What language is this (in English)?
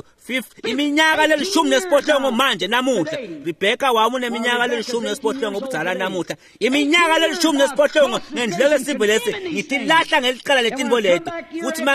Swati